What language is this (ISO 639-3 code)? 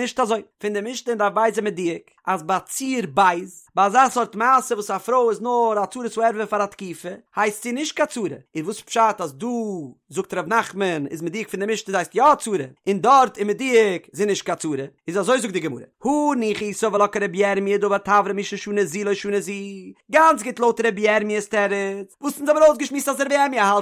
yid